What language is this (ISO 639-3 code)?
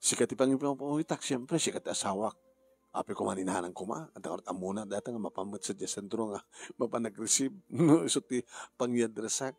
ilo